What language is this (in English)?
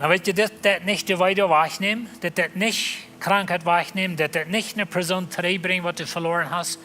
Plautdietsch